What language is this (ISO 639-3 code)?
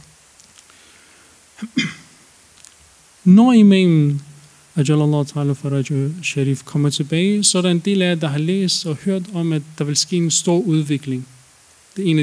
dan